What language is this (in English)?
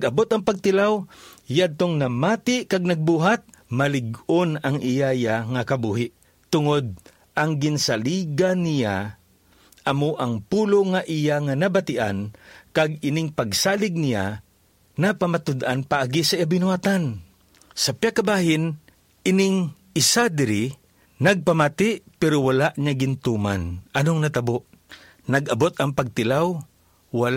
Hiligaynon